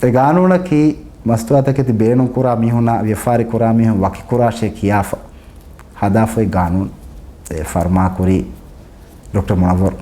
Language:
Divehi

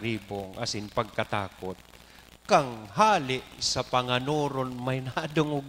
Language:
Bikol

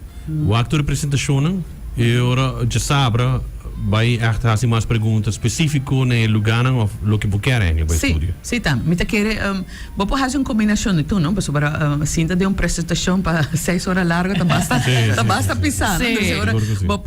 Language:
Papiamento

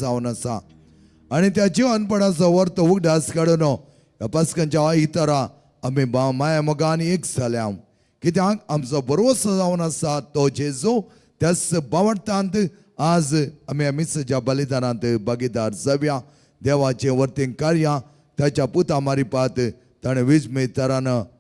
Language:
Konkani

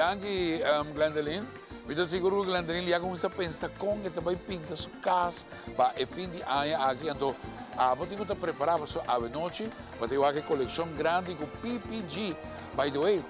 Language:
Papiamento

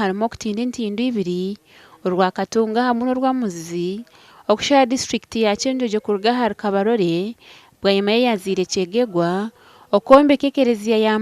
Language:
Nyankole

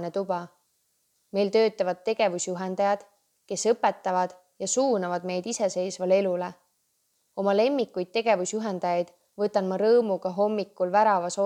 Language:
Estonian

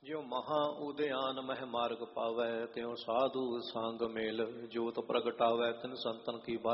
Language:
Punjabi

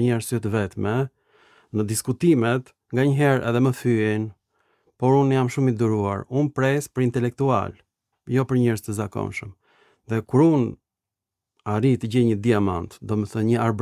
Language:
Albanian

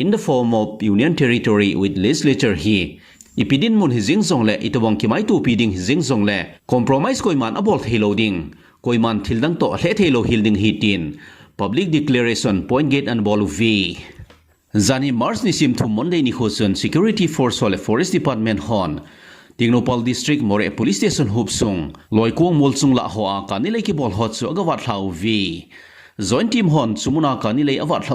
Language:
Thado Chin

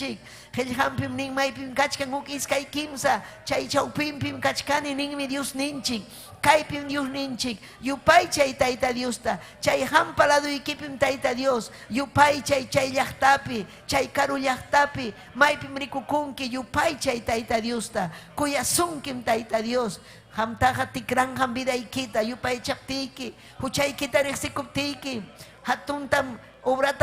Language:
Ayacucho Quechua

